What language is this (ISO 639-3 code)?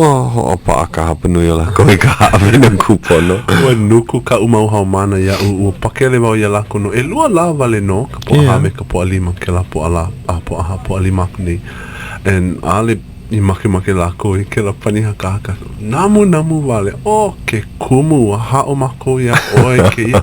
haw